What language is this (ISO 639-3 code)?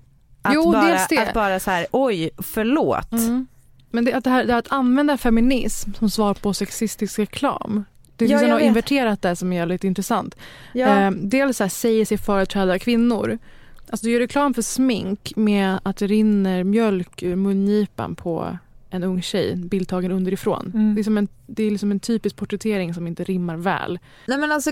swe